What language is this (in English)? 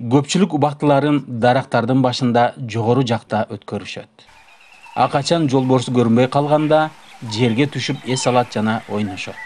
Kyrgyz